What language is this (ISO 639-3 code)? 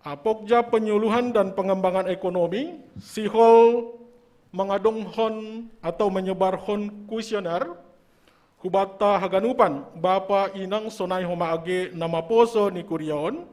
bts